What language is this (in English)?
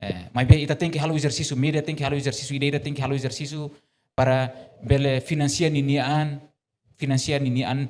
Tetum